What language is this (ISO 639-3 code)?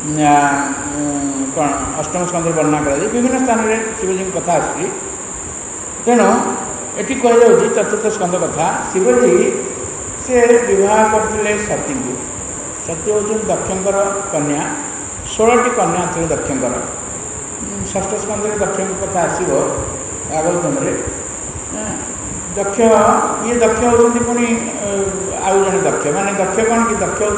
ori